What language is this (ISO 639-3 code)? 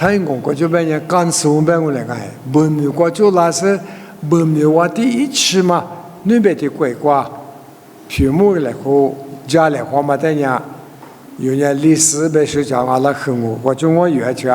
lis